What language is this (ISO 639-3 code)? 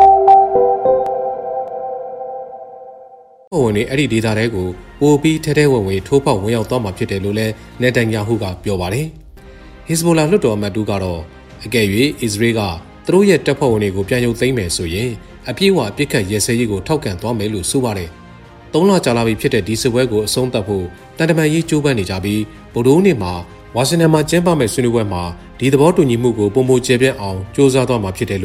mya